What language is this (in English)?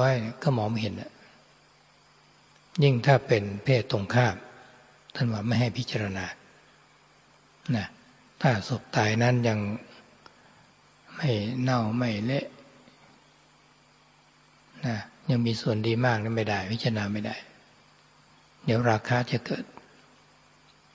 Thai